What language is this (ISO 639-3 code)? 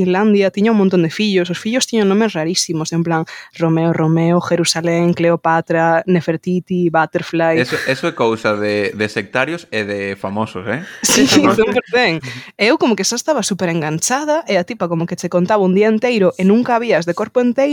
glg